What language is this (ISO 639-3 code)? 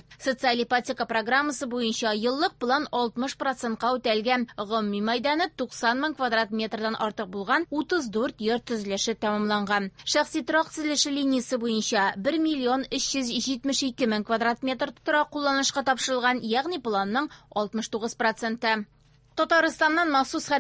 tat